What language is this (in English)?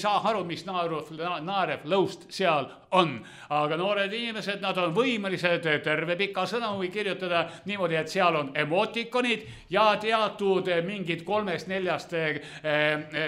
Estonian